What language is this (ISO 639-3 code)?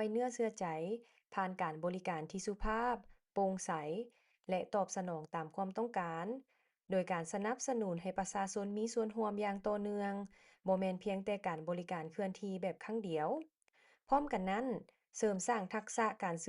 lao